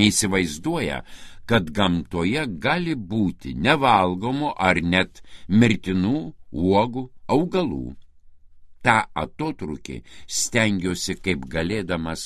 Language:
Lithuanian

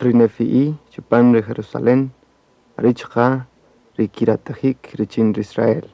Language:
Kaqchikel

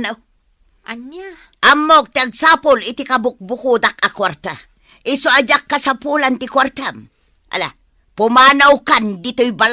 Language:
Iloko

